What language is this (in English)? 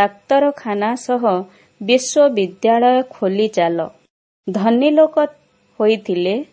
Odia